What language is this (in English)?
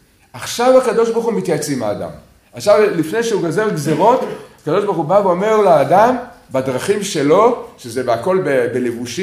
Hebrew